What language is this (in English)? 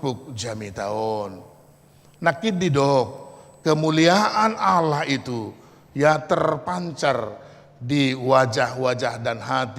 Batak Toba